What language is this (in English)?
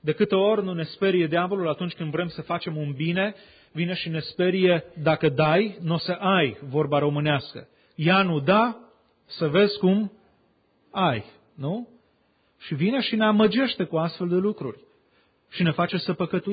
Romanian